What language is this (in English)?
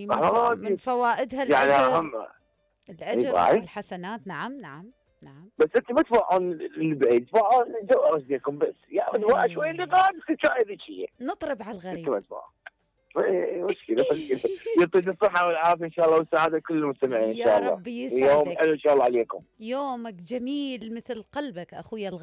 Mesopotamian Arabic